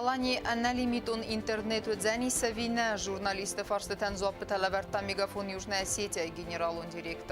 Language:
Ossetic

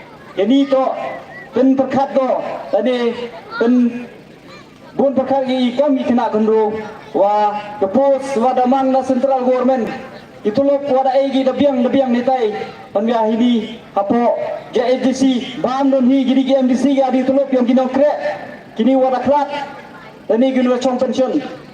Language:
Pnar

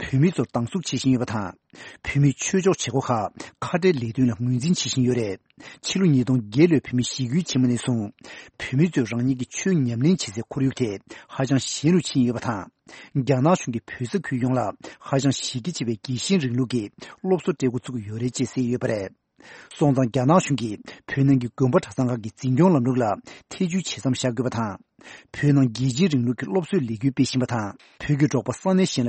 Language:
Tibetan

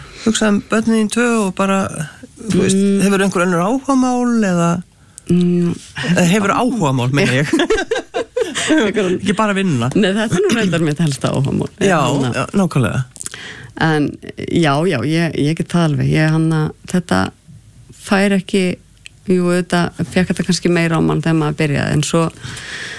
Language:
Icelandic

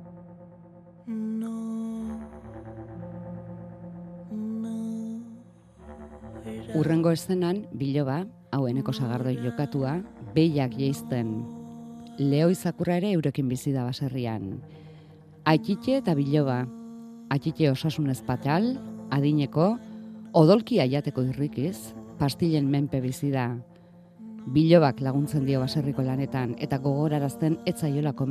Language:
Basque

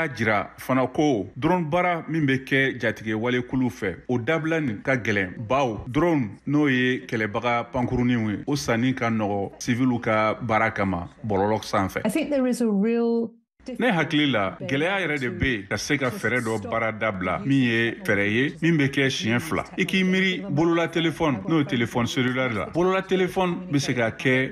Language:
Bambara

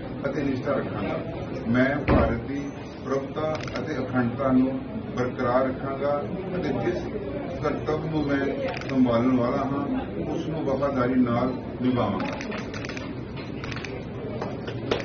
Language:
Punjabi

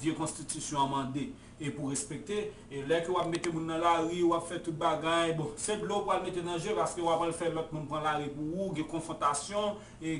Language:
Haitian Creole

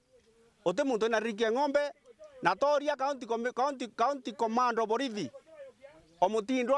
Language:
Meru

